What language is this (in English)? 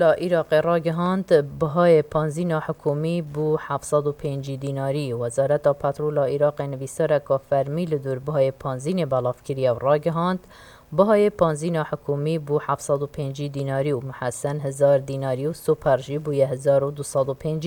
Kurdish